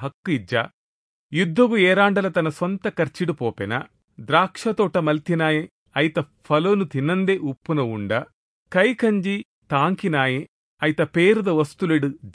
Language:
Tulu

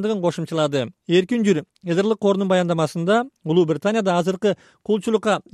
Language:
Kyrgyz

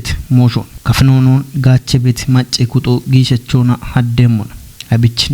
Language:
Kafa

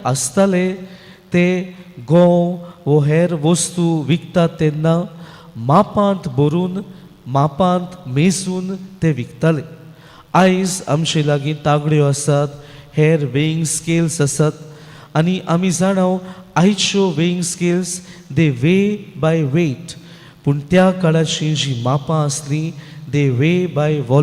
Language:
Konkani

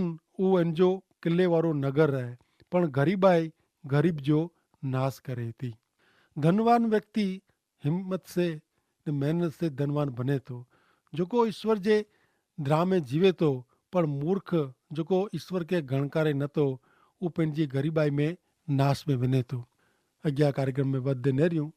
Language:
Kachhi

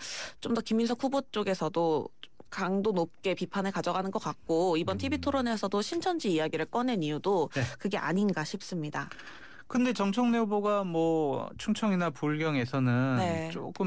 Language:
Korean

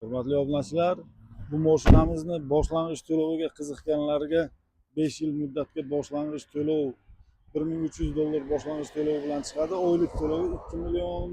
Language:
Uzbek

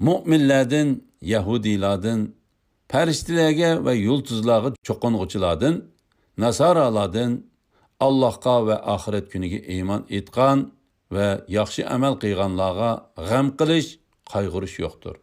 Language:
Uyghur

